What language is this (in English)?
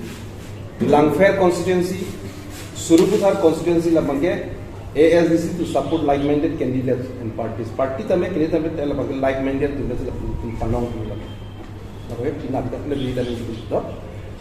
Karbi